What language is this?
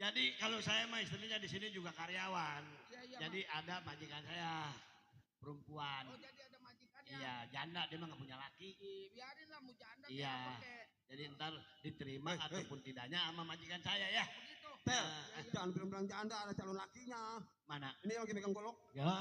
Betawi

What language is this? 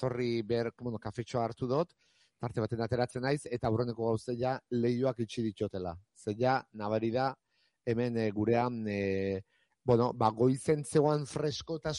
Basque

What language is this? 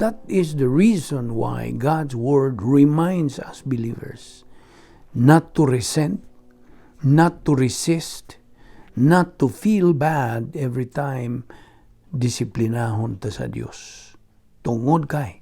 Cebuano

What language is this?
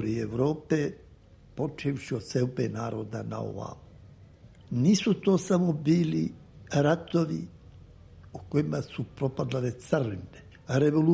Serbian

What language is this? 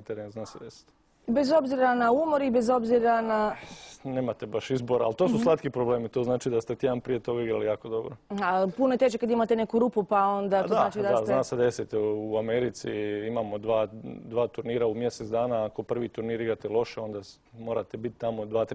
Croatian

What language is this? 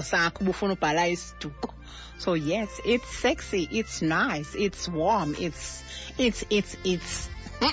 Xhosa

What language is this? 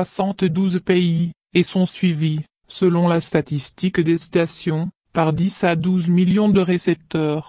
French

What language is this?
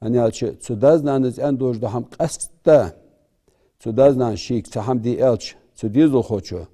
Ingush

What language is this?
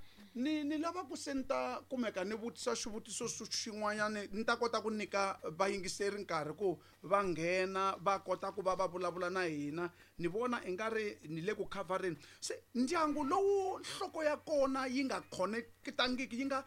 Tsonga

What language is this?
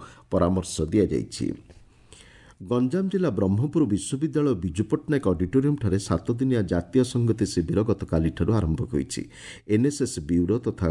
Odia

